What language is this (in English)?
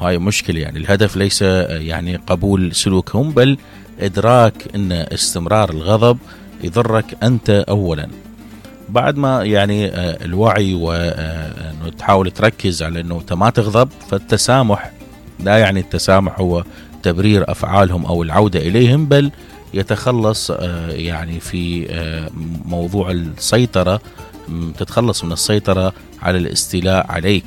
Mesopotamian Arabic